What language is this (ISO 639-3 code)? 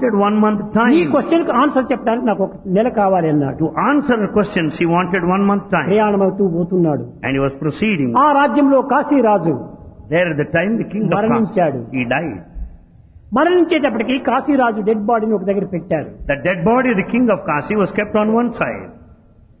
tel